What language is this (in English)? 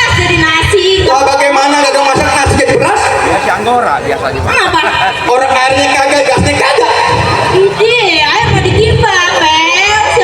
Betawi